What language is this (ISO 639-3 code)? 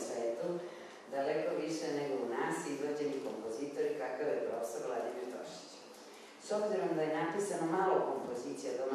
srp